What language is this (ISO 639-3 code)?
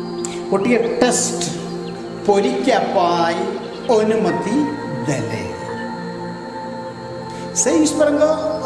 ori